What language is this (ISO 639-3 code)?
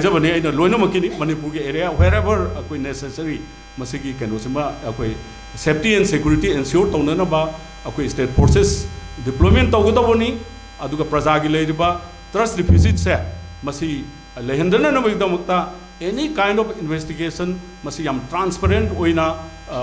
mni